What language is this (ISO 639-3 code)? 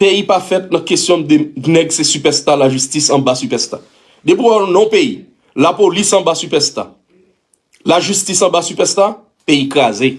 hat